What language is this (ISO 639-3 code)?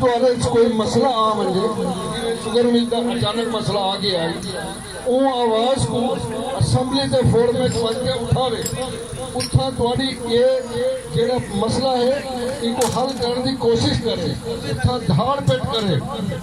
skr